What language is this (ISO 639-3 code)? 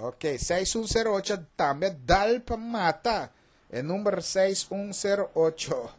pap